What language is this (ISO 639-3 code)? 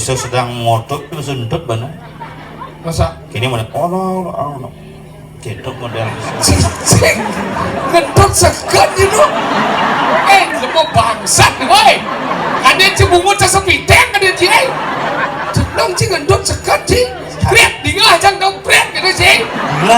ban